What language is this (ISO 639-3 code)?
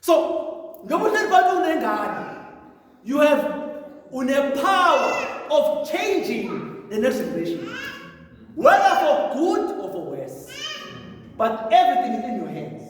zul